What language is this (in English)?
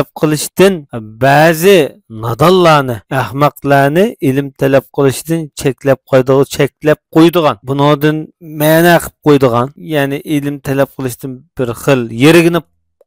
Uyghur